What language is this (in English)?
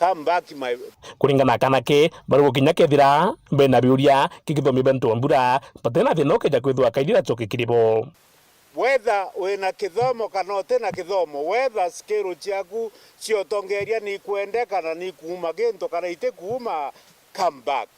Meru